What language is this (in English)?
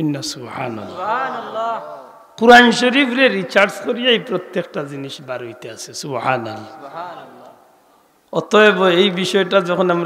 Sylheti